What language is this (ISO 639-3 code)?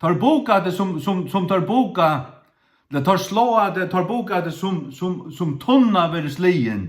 fao